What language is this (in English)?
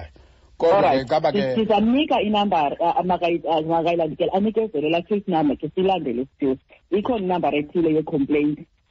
Xhosa